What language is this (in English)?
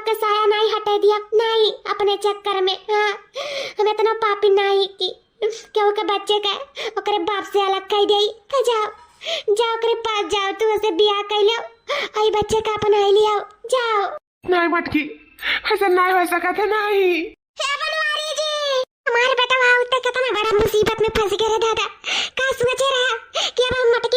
Awadhi